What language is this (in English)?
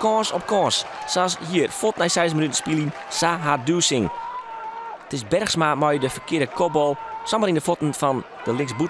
Western Frisian